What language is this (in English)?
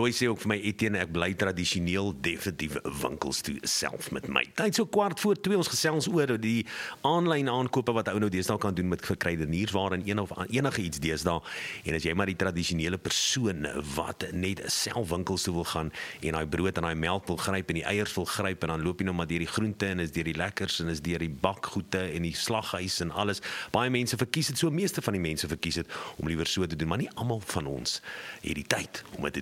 Afrikaans